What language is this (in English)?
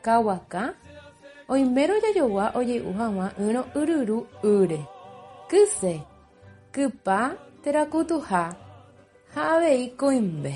Guarani